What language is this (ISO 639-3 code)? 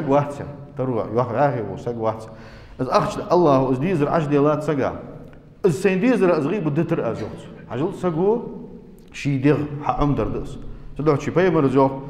inh